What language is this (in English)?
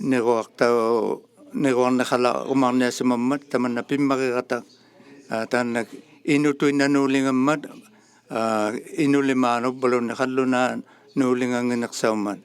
Inuktitut